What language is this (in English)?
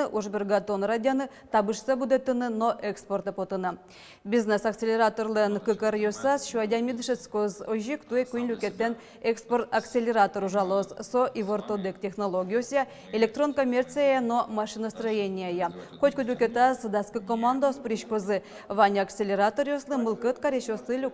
Udmurt